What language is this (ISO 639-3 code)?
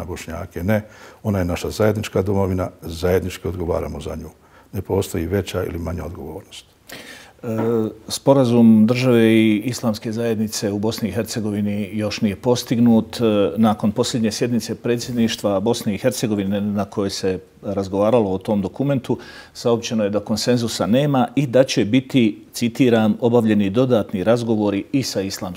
bos